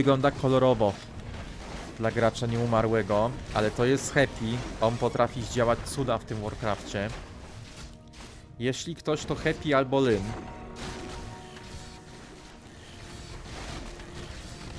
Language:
Polish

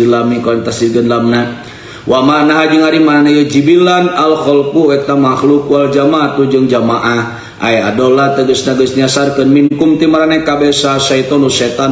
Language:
Sundanese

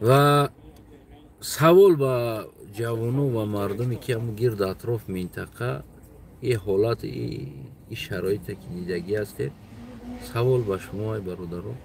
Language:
Tajik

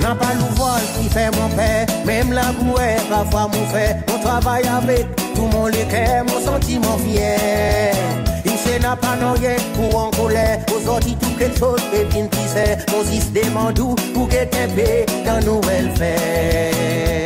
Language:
Seselwa Creole French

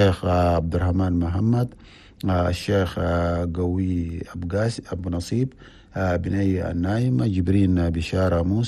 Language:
Chadian Arabic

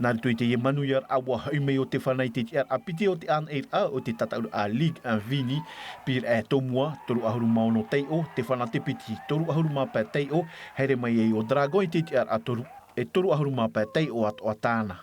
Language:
Tahitian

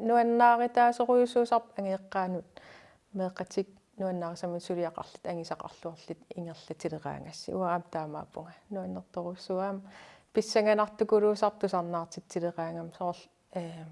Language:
Kalaallisut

